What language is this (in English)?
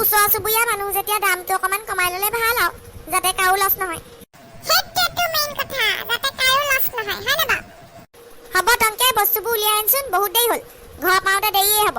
Assamese